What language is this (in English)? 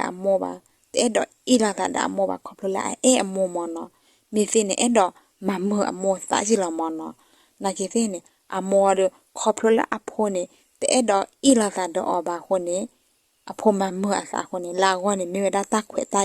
S'gaw Karen